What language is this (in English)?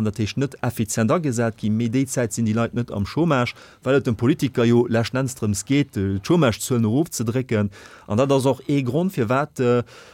Luxembourgish